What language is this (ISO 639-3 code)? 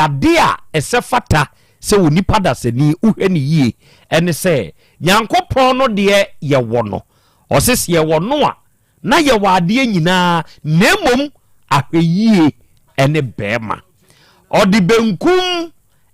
aka